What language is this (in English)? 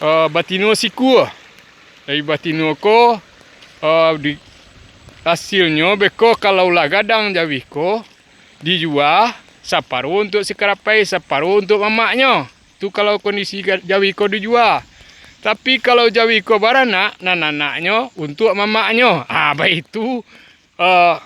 Minangkabau